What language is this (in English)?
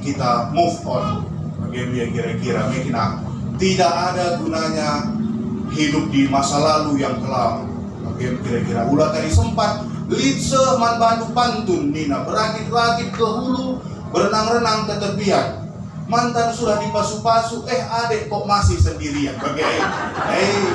Batak Karo